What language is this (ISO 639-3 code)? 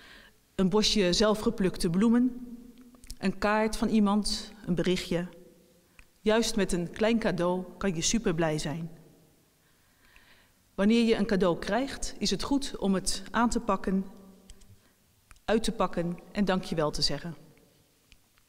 nld